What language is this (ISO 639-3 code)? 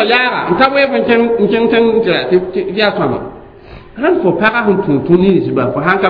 mos